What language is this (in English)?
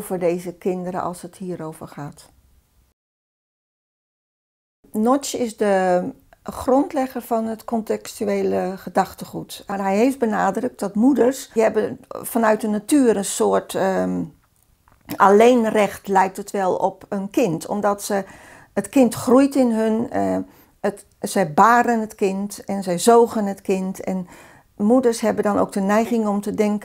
Dutch